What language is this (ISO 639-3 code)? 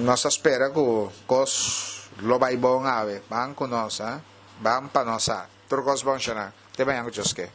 pap